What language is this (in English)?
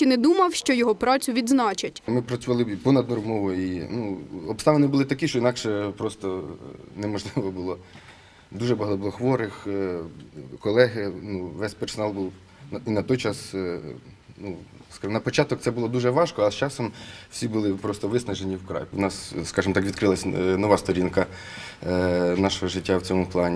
Ukrainian